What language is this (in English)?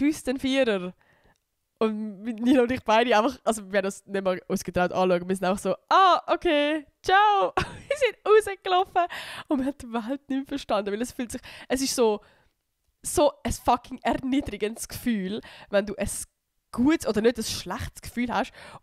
Swiss German